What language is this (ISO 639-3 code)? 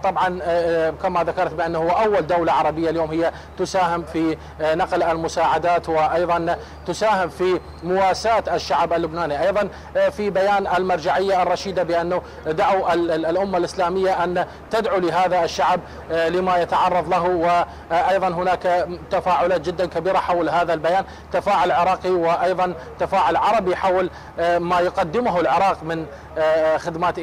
ara